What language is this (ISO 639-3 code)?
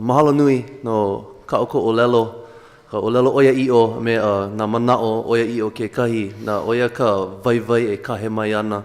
haw